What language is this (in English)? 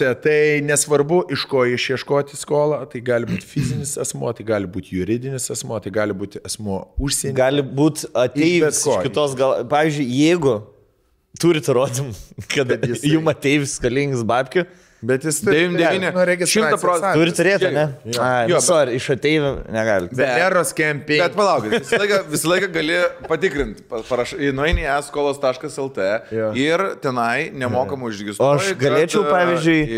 Lithuanian